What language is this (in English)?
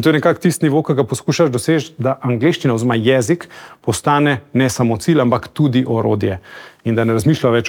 Slovenian